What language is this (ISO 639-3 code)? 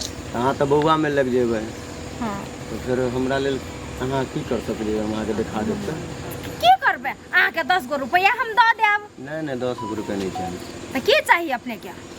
mai